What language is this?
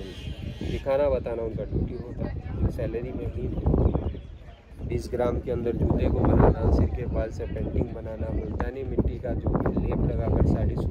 Hindi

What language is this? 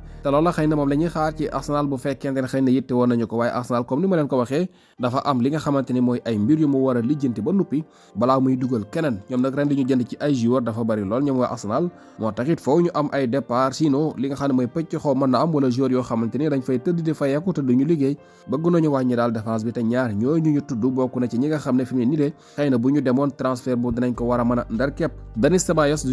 Wolof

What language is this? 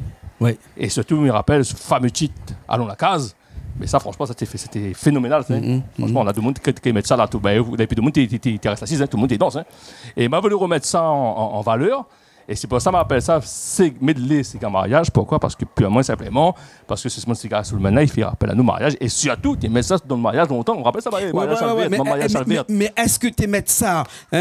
Réunion Creole French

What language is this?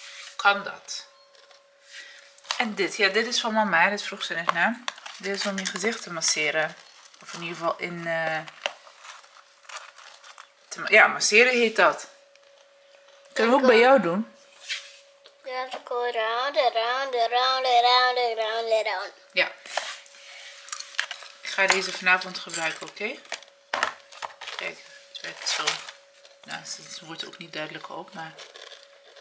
Dutch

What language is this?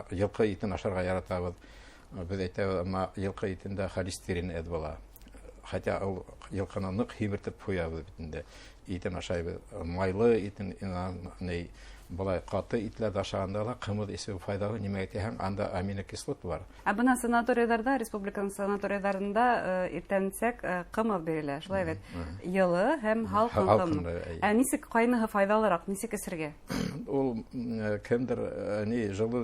Bashkir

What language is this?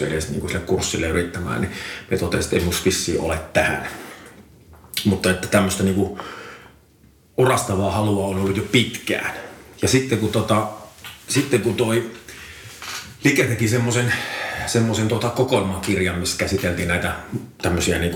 Finnish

